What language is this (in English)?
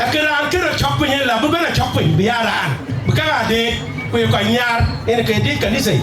Dinka